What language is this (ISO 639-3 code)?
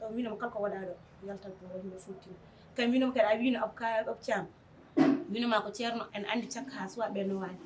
ful